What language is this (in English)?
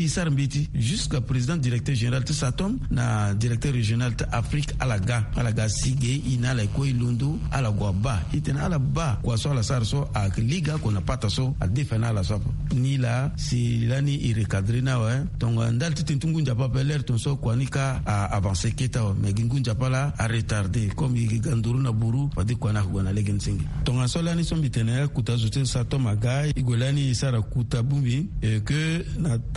Sango